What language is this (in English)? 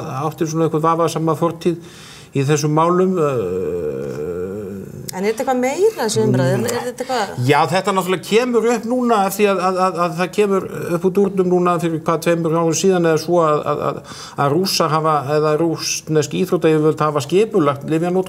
Icelandic